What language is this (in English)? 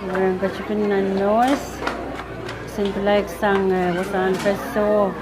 Pohnpeian